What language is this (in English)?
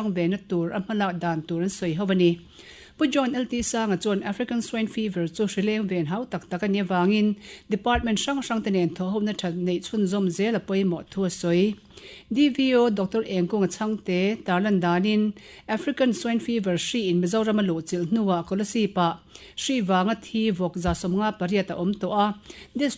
Mizo